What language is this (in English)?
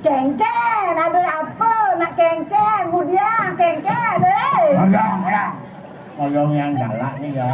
Balinese